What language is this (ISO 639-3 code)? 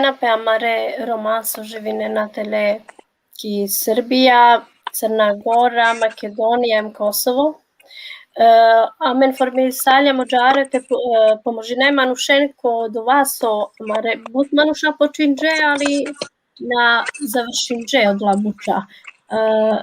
rmn